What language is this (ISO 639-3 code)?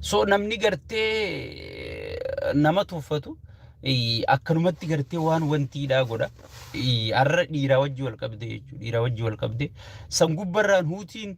orm